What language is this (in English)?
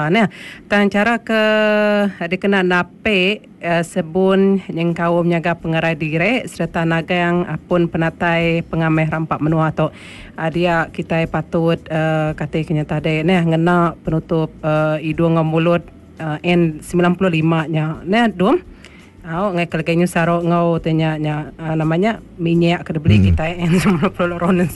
Iban